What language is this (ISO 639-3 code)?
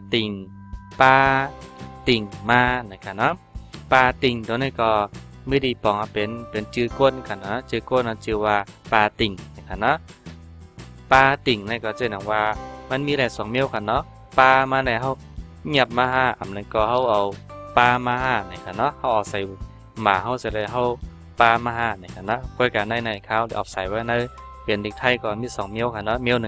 shn